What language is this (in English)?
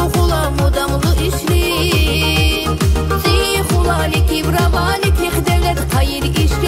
Tabassaran